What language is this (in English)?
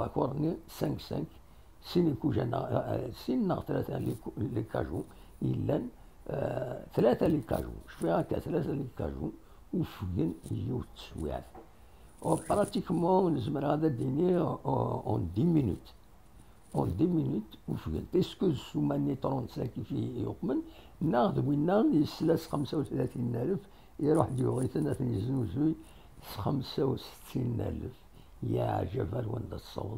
Kabyle